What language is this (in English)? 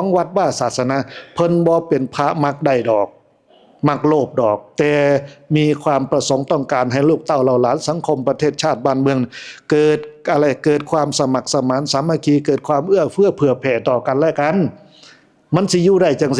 Northeastern Thai